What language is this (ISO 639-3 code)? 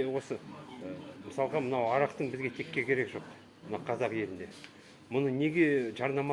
kaz